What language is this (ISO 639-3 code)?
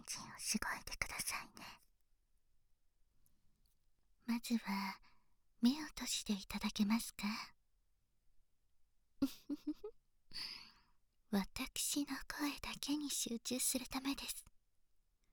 jpn